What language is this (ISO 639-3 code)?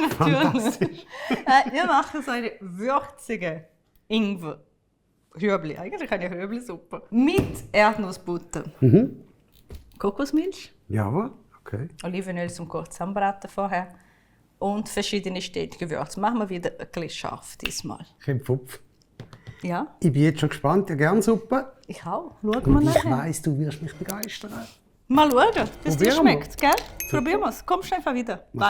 gsw